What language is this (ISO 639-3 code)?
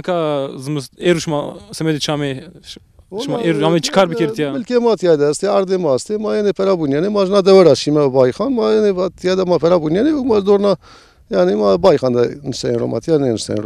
zza